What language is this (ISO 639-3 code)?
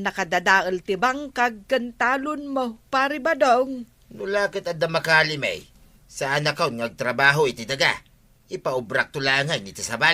ilo